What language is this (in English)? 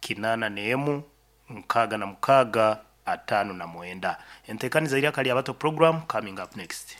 Nyankole